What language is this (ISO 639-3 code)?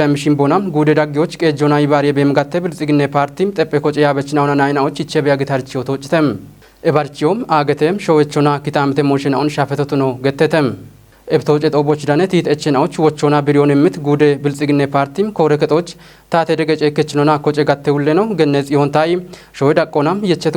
kbr